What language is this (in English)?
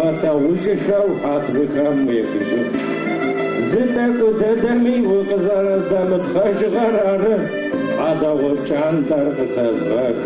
Adyghe